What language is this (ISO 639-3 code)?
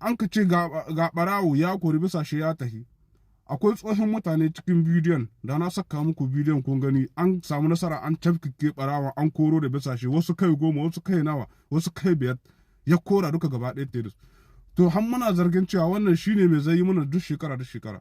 hau